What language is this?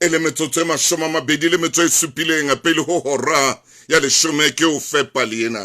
Southern Sotho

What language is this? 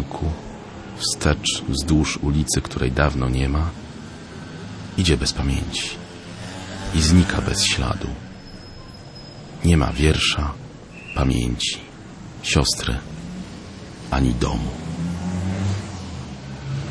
Polish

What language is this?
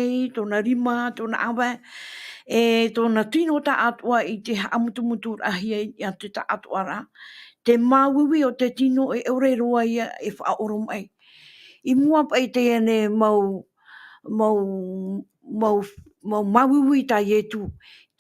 Tahitian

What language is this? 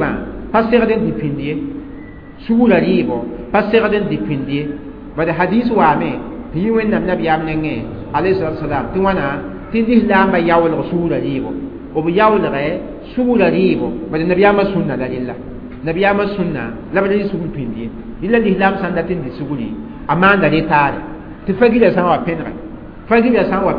Mossi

